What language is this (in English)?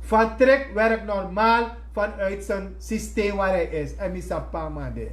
Sranan Tongo